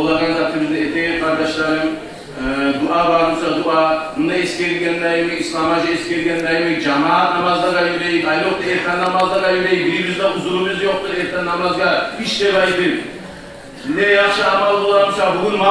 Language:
Kumyk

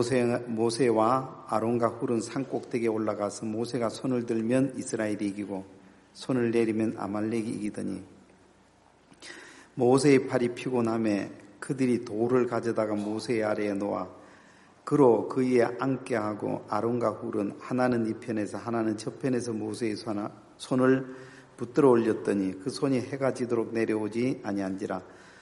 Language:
Korean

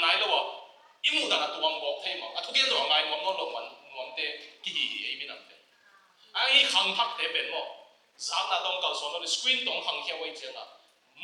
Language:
Tedim Chin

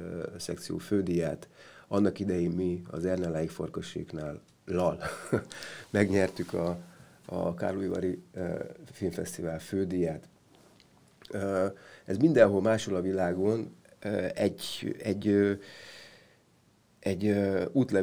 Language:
Hungarian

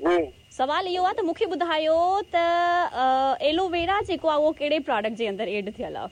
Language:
Sindhi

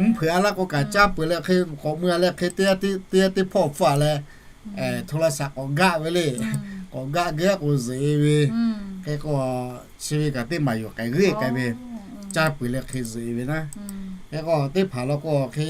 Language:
Lahu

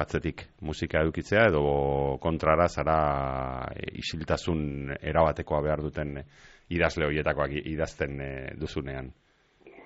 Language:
Basque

